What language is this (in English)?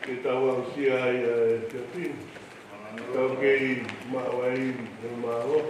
Tongan